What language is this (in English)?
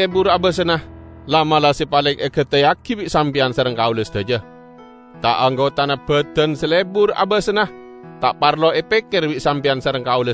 Madurese